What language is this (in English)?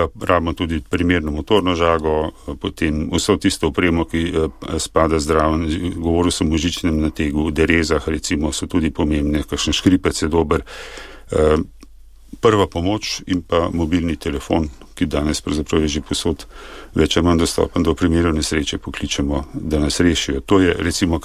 Slovenian